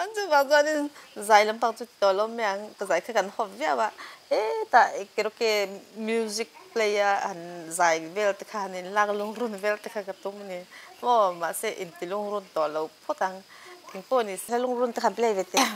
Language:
Mizo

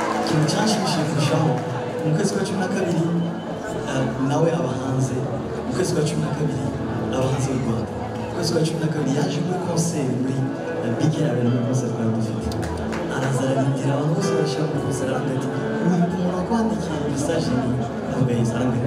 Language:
Kinyarwanda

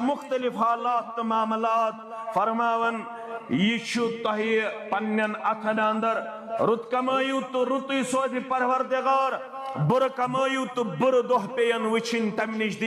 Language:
Kashmiri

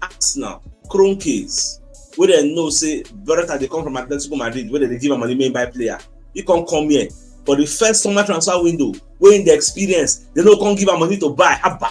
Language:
Nigerian Pidgin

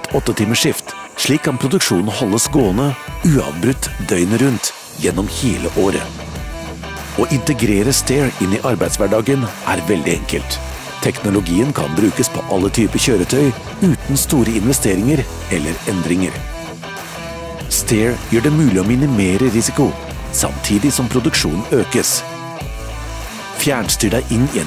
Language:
Norwegian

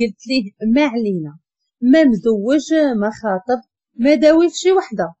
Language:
Moroccan Arabic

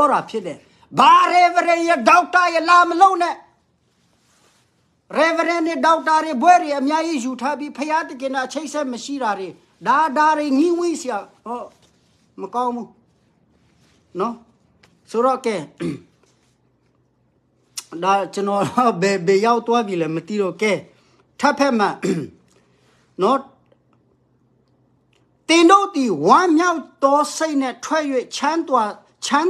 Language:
Burmese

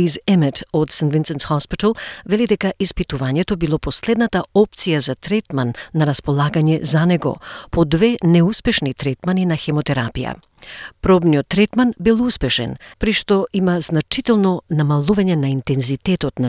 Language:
Macedonian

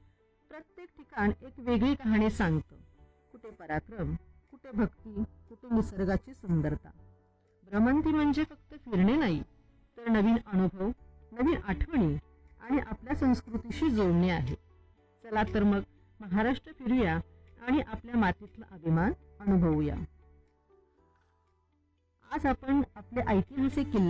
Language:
Marathi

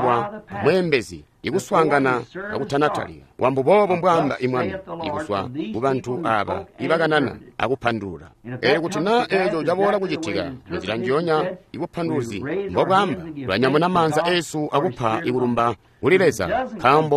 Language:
Tonga (Zambia)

